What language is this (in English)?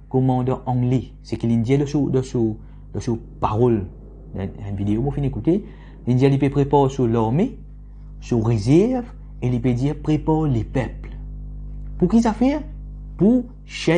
Morisyen